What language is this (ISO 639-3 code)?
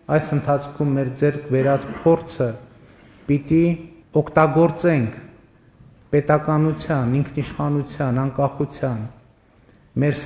hye